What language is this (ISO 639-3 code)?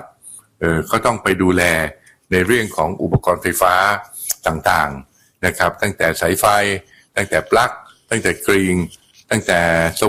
tha